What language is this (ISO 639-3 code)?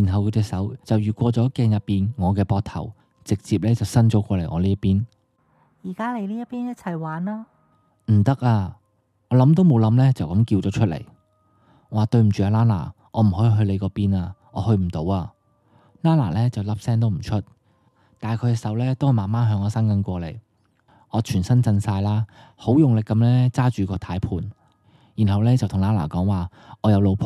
yue